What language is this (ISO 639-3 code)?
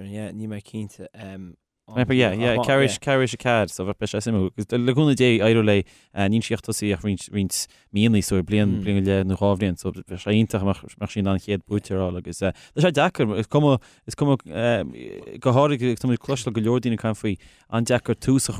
gle